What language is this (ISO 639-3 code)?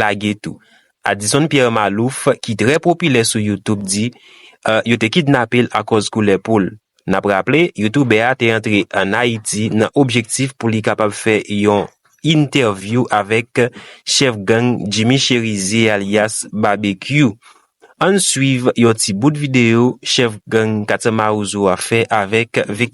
hat